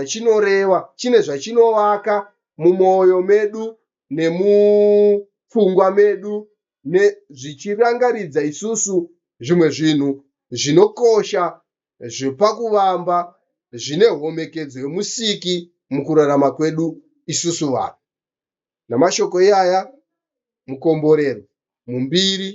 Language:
Shona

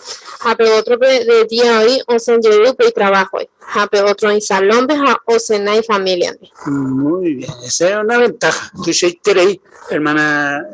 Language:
Guarani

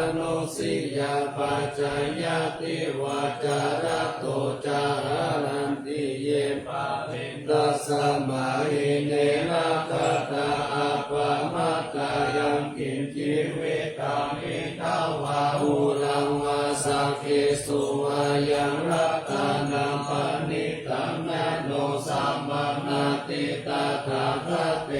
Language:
Pali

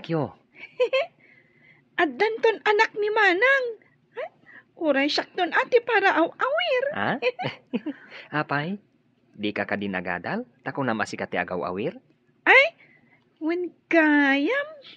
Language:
Iloko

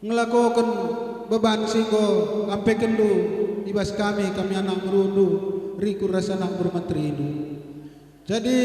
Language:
Batak Karo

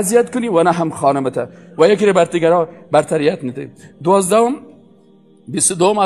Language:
Persian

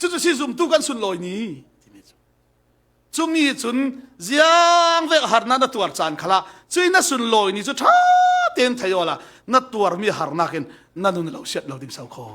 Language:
Falam Chin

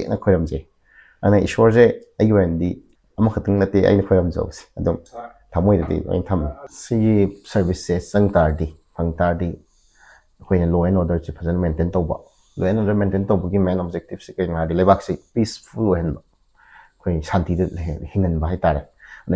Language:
Manipuri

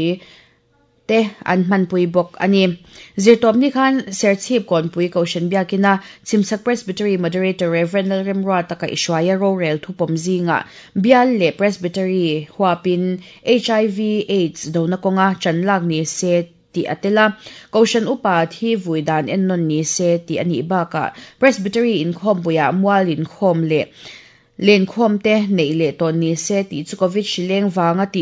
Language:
Mizo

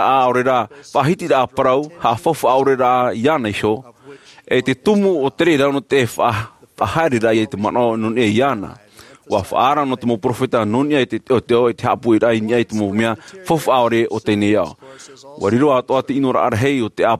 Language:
Tahitian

